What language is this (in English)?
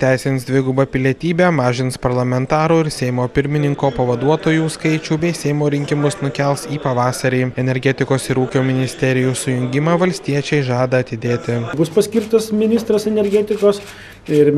Lithuanian